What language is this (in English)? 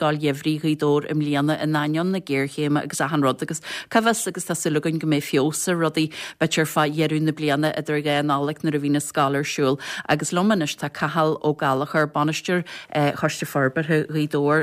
Irish